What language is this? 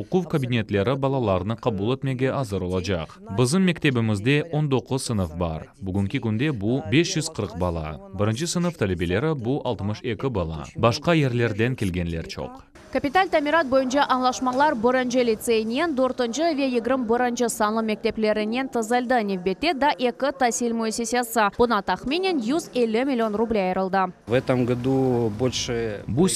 Crimean Tatar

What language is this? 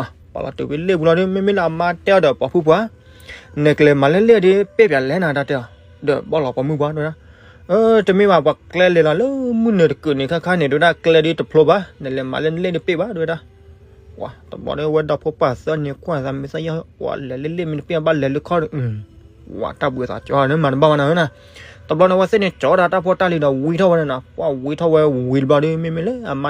S'gaw Karen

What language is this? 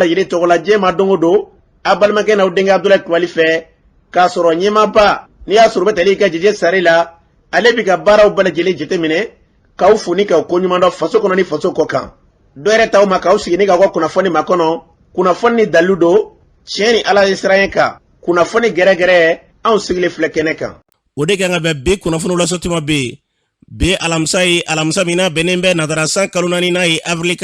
Bambara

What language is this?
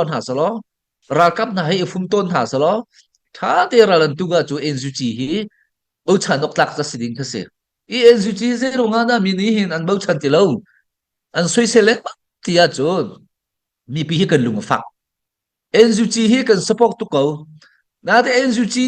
Hakha Chin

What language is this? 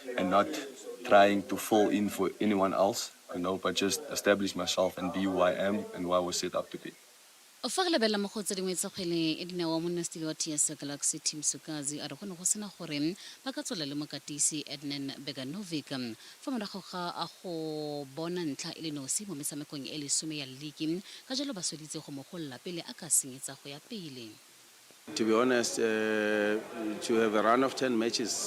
Tswana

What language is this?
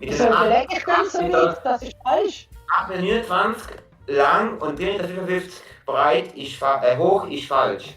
Swiss German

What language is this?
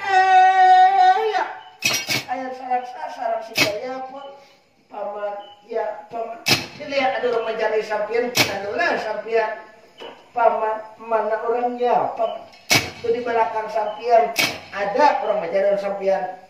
Banjar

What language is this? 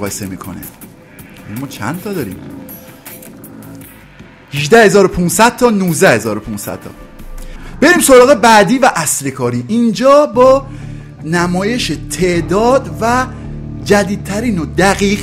Persian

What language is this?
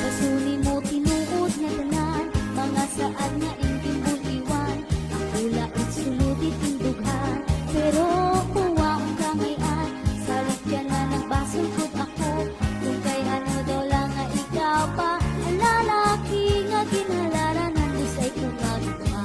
Waray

